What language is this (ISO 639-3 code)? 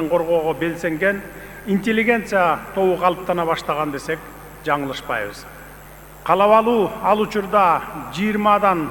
kir